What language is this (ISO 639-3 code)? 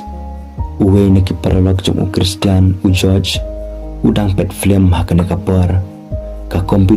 kha